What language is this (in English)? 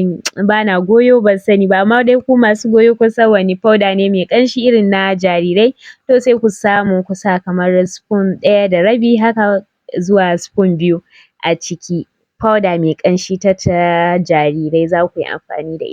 Hausa